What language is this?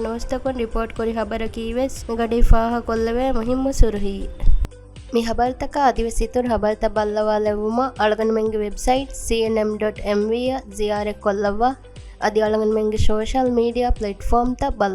Divehi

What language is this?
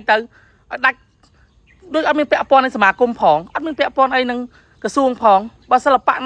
Khmer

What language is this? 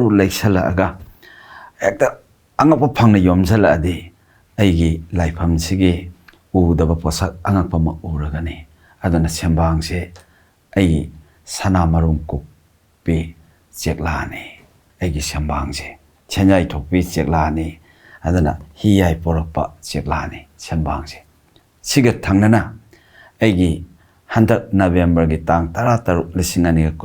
Manipuri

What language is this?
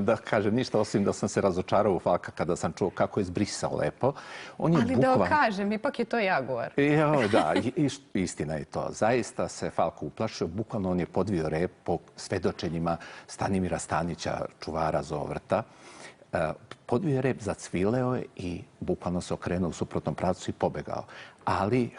Serbian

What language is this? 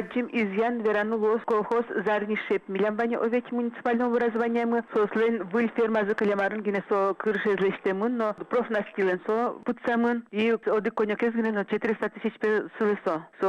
Udmurt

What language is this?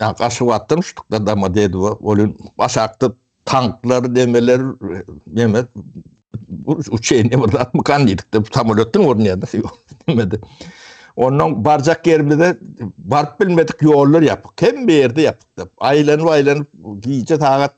Turkmen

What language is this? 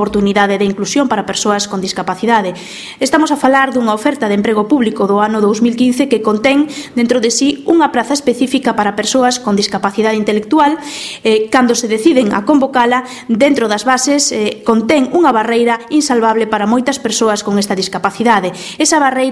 Galician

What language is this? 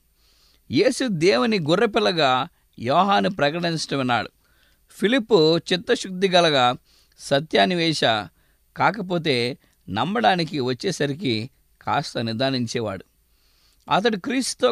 Telugu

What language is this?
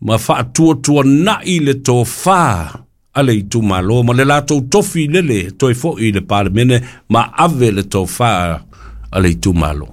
Samoan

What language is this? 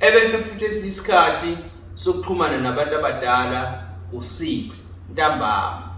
Zulu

